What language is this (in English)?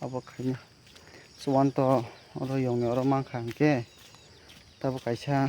Kok Borok